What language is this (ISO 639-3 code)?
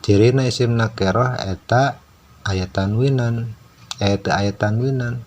sun